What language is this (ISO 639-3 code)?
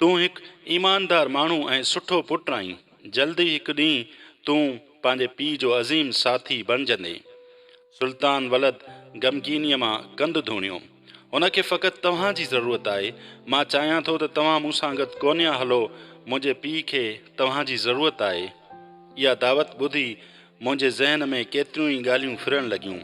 snd